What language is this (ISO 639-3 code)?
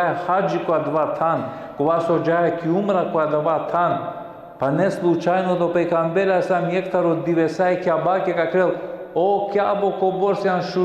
rmn